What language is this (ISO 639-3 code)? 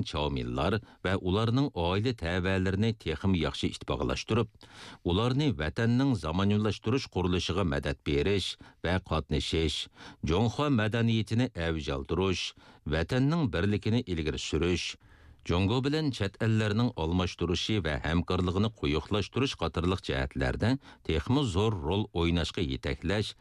uig